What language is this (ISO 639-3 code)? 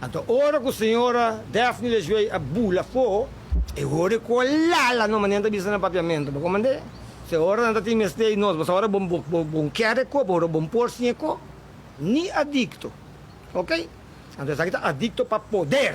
pap